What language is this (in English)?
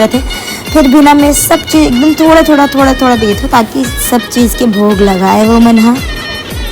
Chhattisgarhi